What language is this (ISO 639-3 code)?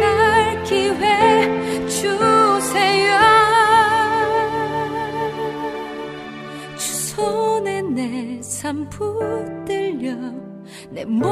kor